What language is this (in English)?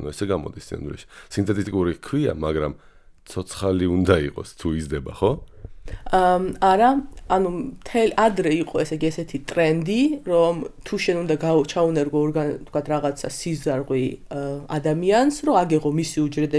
Georgian